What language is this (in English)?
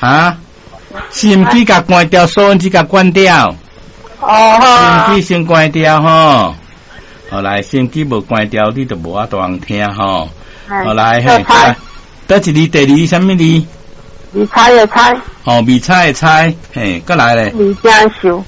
Min Nan Chinese